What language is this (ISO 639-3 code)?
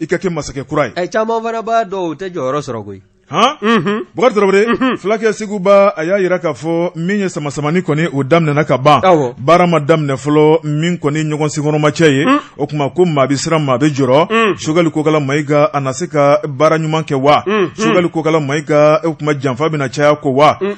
bam